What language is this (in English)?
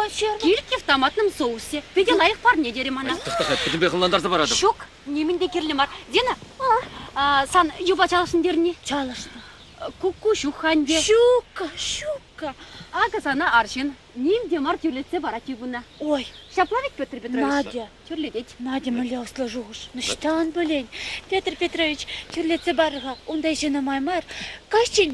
Chuvash